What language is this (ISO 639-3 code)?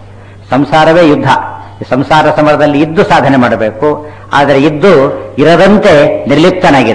kan